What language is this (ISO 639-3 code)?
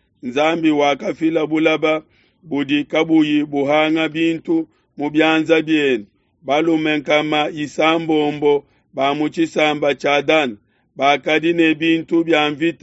lua